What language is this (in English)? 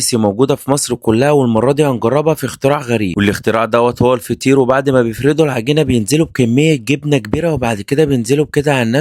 Egyptian Arabic